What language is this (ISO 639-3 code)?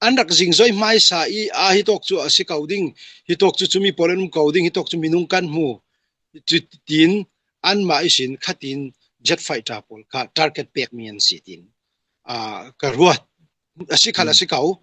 cfm